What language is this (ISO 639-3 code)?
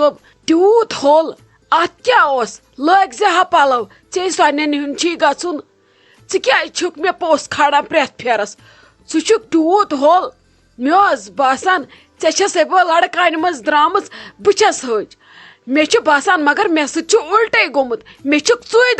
kas